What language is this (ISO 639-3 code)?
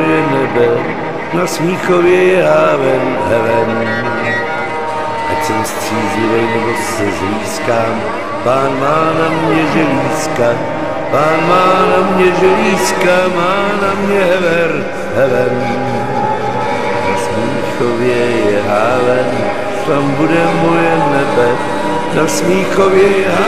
ces